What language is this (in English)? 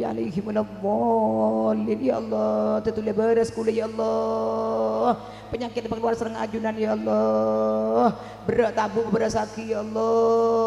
Madurese